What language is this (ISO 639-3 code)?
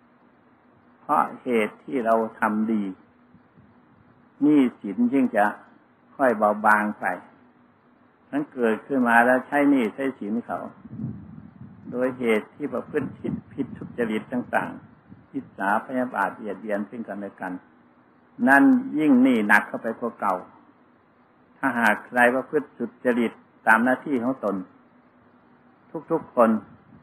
tha